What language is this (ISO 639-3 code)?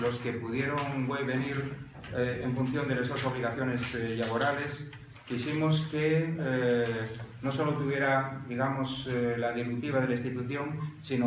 ast